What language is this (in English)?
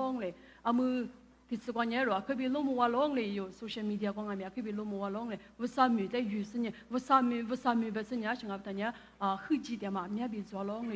Lisu